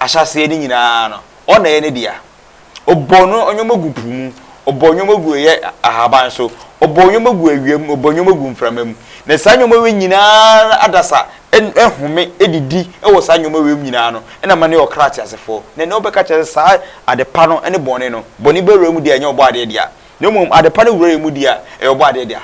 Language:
Akan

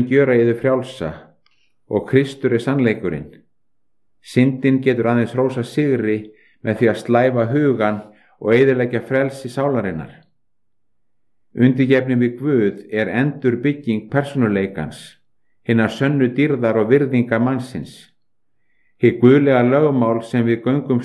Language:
Icelandic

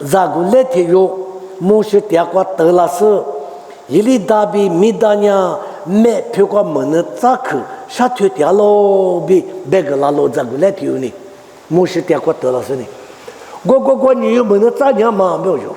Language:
Lisu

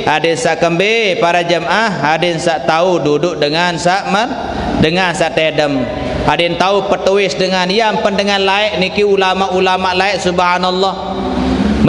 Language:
Sasak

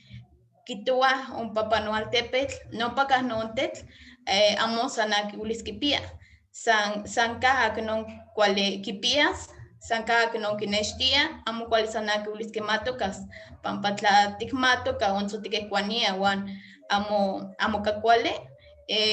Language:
Eastern Huasteca Nahuatl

